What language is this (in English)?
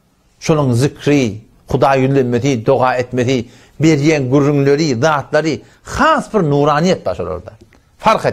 Turkmen